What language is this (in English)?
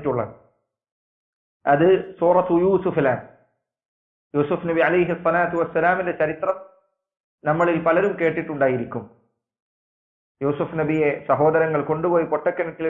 Malayalam